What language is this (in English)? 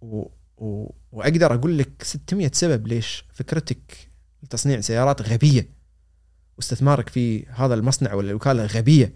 Gulf Arabic